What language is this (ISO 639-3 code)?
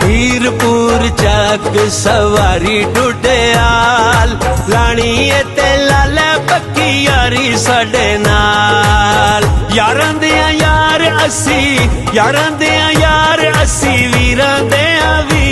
phr